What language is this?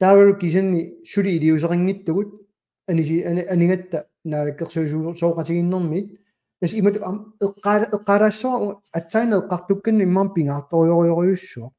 Kalaallisut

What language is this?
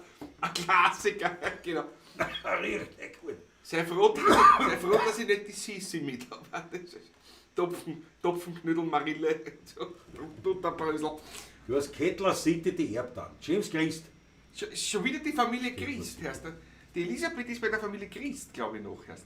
Bavarian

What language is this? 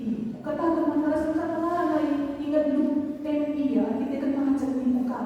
Batak Karo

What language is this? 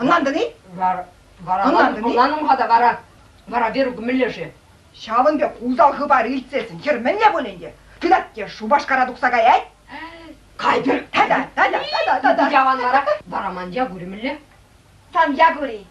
Chuvash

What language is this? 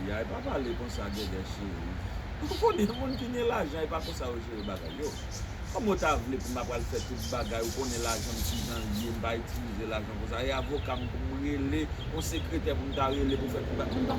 Haitian Creole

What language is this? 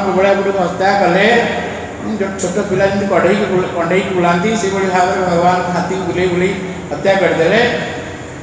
Odia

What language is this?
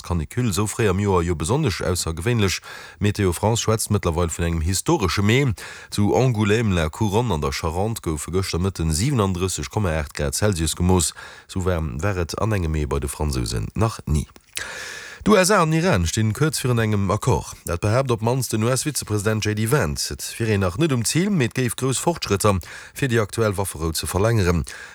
Luxembourgish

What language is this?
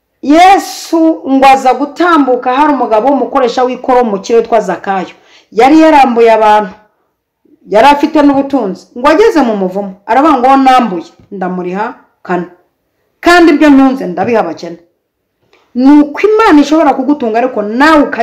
Kinyarwanda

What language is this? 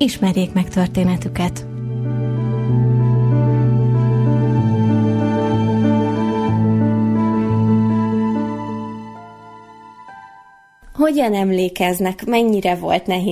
Hungarian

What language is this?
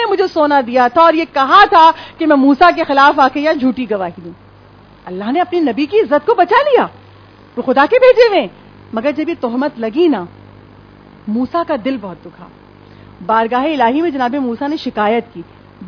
Urdu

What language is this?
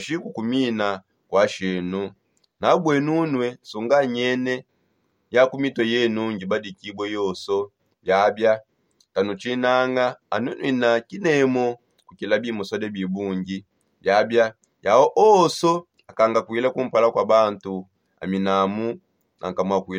Songe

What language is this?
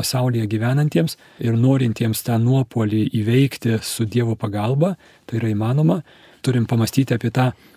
Lithuanian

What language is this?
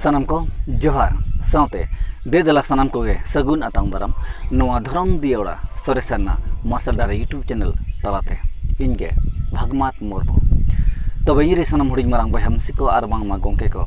Santali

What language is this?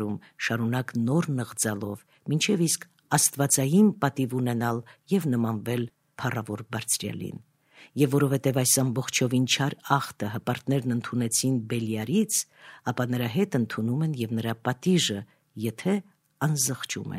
Armenian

